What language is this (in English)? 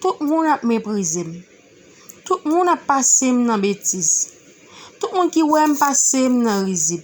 Haitian Creole